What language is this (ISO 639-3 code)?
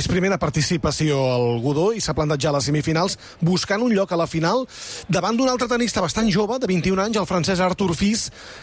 cat